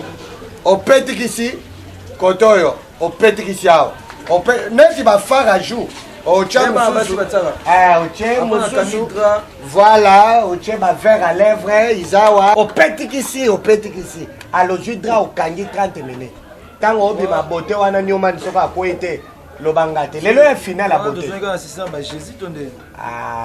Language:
Lingala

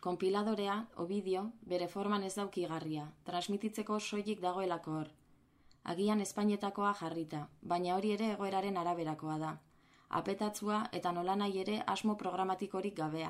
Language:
Basque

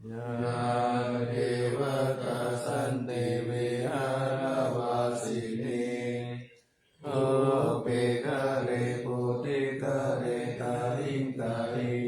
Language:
Pali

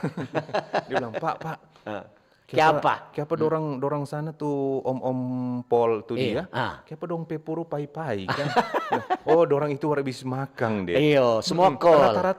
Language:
Manado Malay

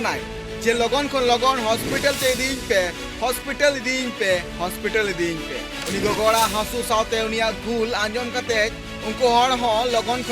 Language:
Santali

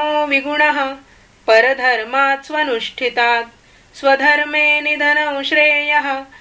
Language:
Sanskrit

